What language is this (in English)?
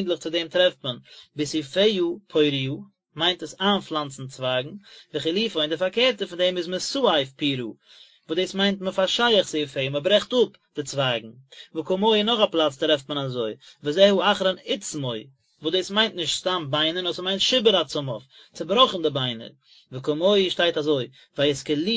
Yiddish